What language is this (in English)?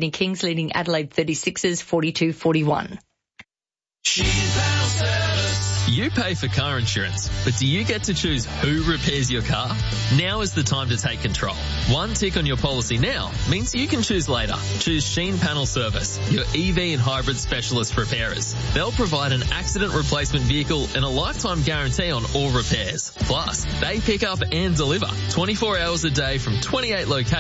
English